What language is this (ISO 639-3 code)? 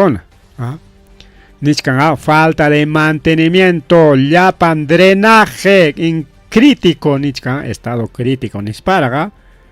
quy